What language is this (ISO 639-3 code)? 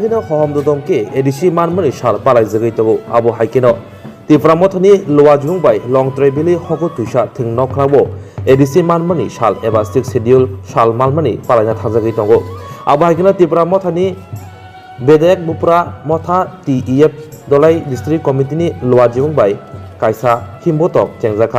trp